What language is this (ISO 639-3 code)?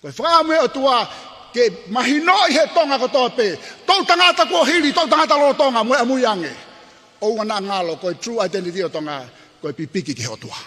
ton